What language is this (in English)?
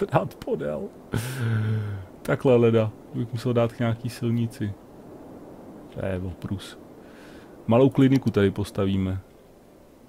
Czech